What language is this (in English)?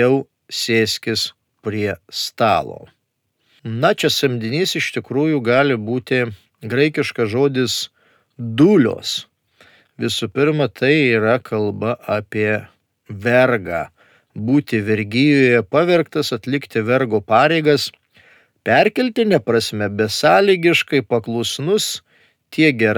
Lithuanian